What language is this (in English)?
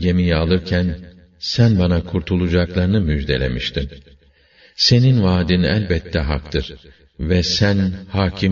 Turkish